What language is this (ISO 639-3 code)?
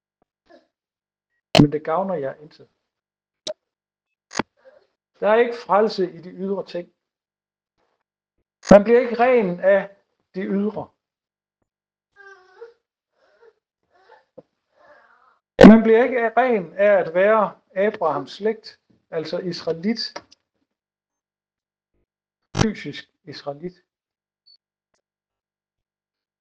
dan